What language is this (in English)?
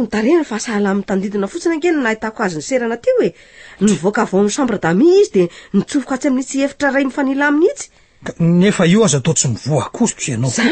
Malagasy